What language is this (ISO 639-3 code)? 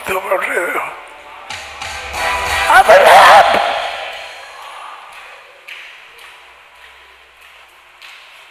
tam